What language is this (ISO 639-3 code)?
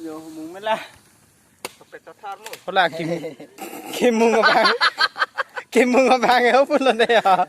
mjw